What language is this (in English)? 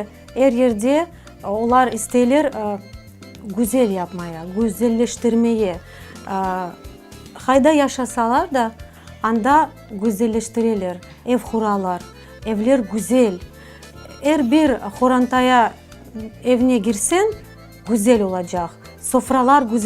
Crimean Tatar